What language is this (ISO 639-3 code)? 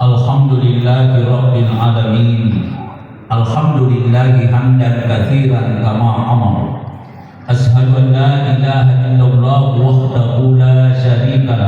bug